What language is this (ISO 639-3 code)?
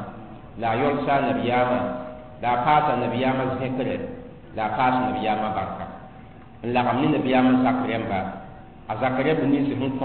mos